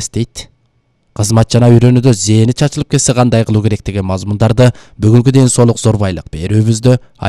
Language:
Kyrgyz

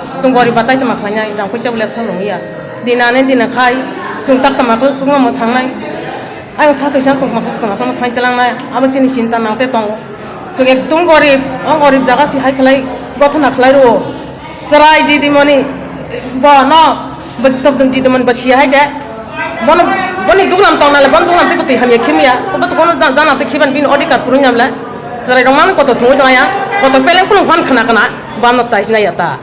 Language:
Kok Borok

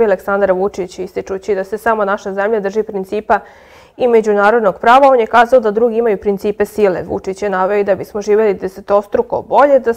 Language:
Serbian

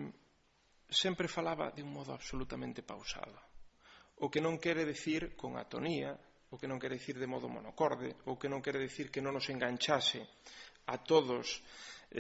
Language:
Galician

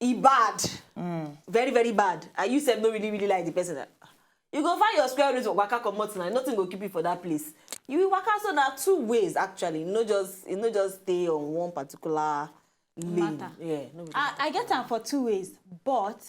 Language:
Nigerian Pidgin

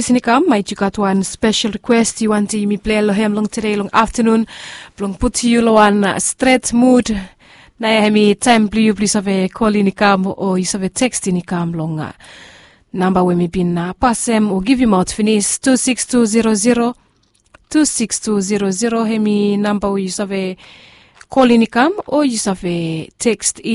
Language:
Bislama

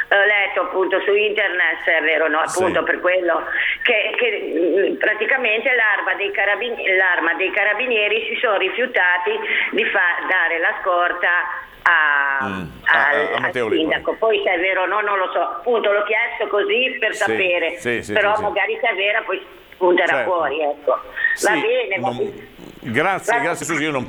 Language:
Italian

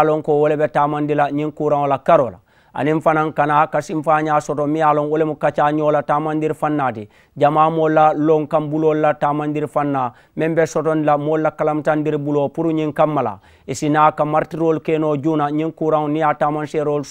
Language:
Mandingo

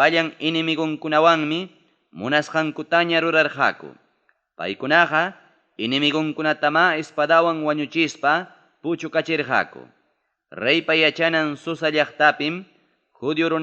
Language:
Ayacucho Quechua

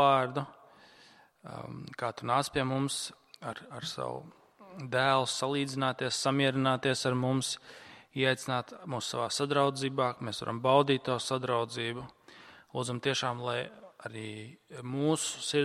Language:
Latvian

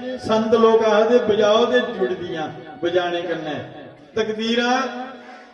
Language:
Dogri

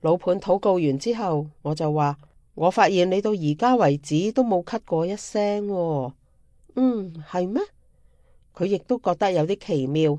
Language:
Cantonese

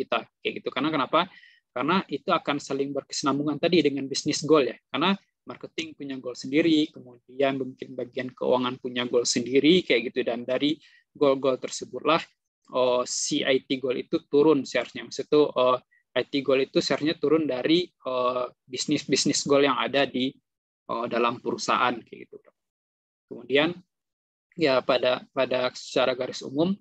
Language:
Indonesian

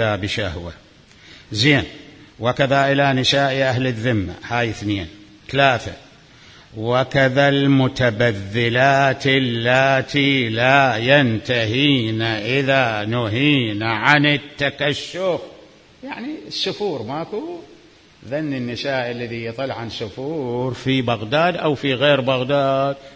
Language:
Mesopotamian Arabic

